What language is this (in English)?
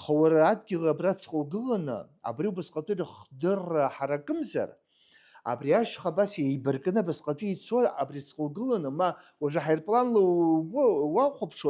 Abkhazian